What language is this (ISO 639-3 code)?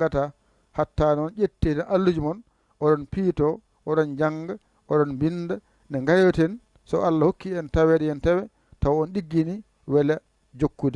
ful